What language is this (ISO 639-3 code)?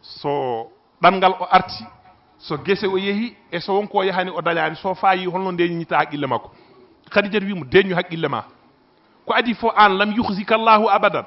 ful